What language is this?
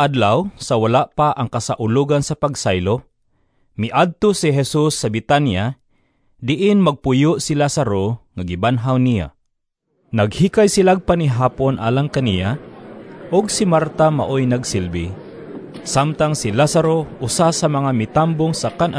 Cebuano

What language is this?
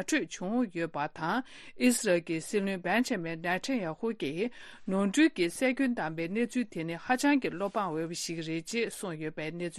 Tibetan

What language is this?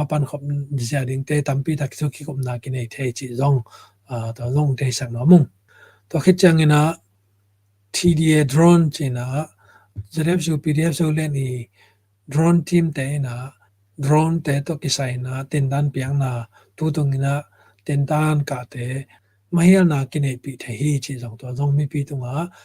Tedim Chin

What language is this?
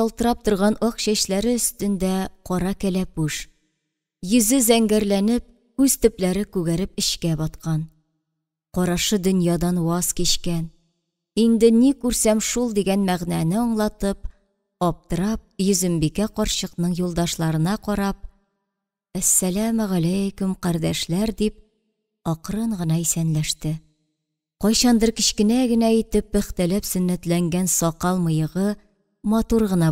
Tatar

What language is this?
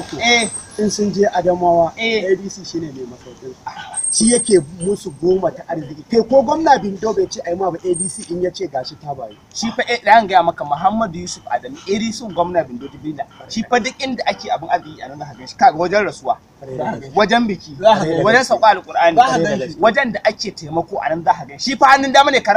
Hausa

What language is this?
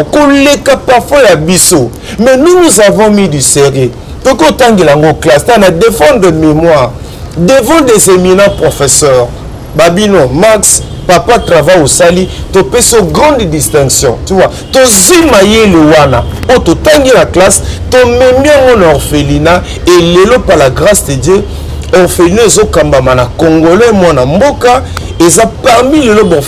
Lingala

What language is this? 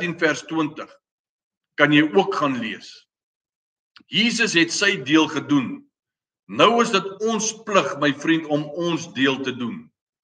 Afrikaans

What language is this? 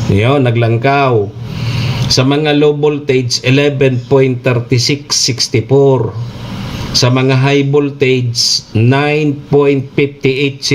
Bikol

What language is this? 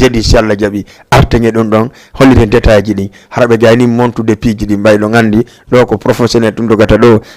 Fula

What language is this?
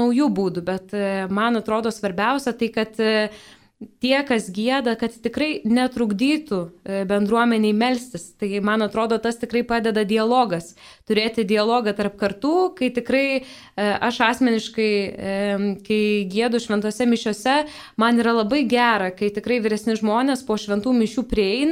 Lithuanian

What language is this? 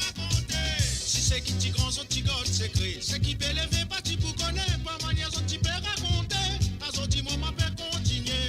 Morisyen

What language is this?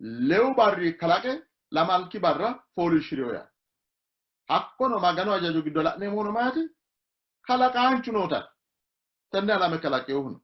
Sidamo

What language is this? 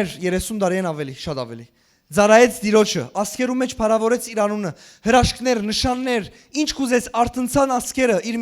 Western Armenian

